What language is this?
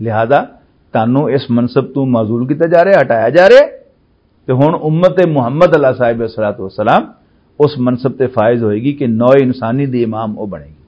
Western Panjabi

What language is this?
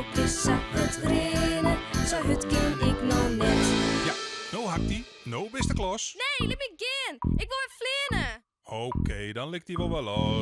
Western Frisian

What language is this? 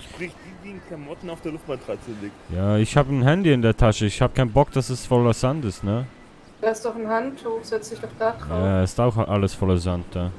Swiss German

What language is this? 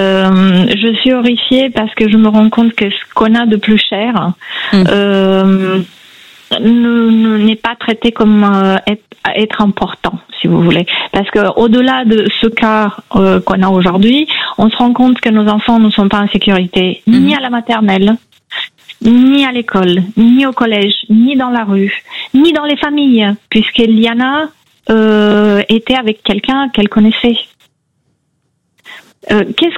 French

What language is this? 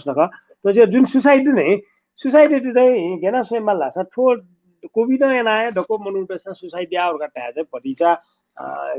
Newari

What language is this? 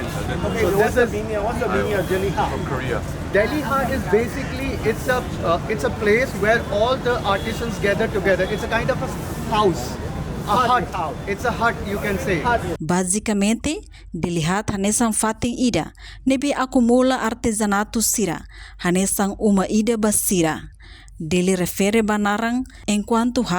Tetum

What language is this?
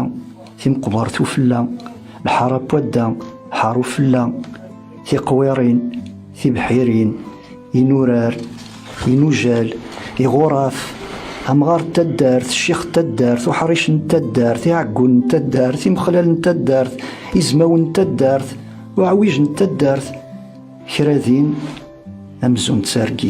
Kabyle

